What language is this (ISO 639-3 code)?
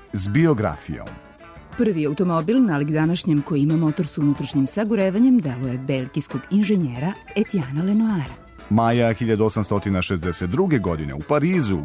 srp